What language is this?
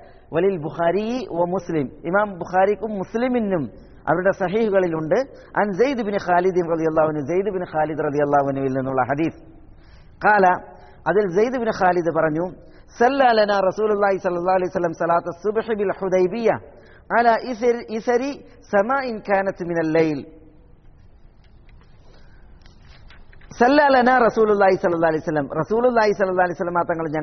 Malayalam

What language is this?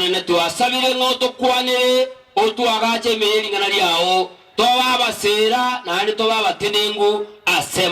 Gusii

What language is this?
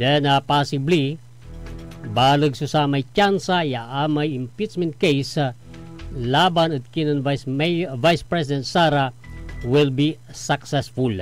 Pangasinan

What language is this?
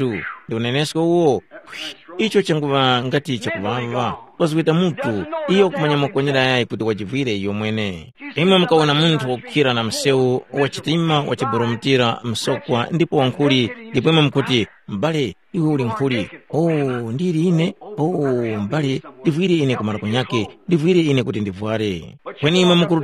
Tumbuka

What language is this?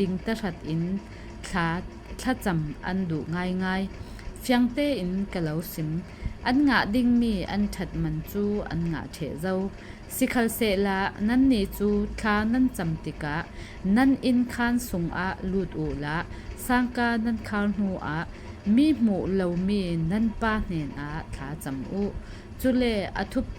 Falam Chin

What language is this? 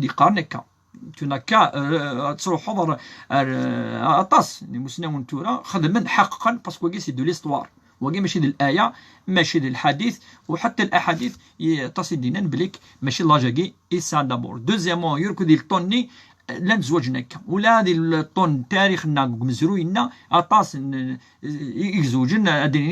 Kabyle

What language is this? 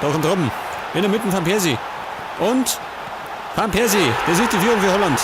Bavarian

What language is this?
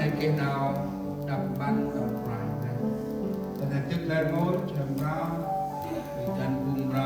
Central Mnong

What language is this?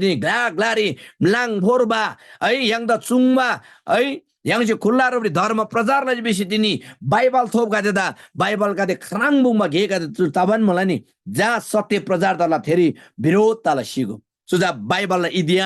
Eastern Tamang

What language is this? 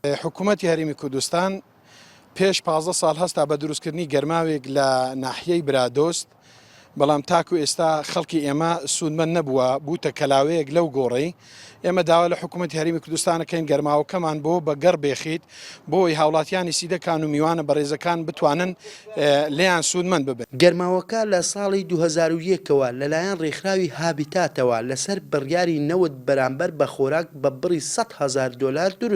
Central Kurdish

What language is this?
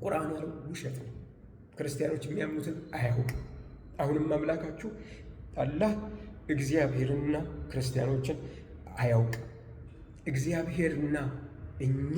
Amharic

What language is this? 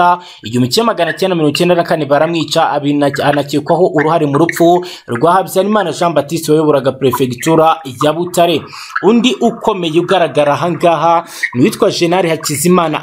Kinyarwanda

